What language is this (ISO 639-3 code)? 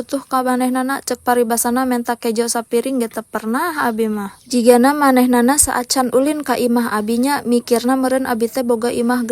sun